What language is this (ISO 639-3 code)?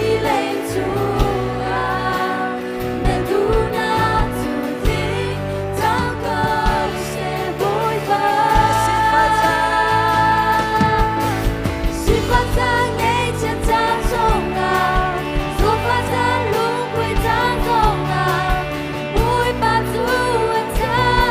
cnh